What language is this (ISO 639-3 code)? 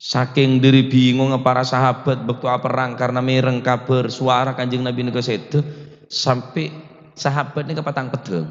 mad